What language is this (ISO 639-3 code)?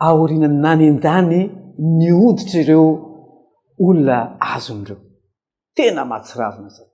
mlg